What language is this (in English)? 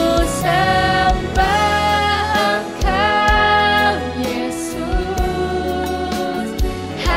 Indonesian